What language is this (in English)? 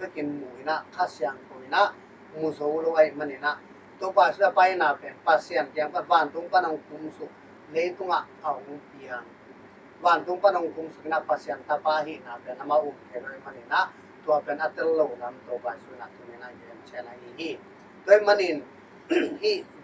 Tedim Chin